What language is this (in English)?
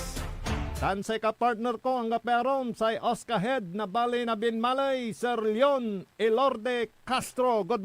Pangasinan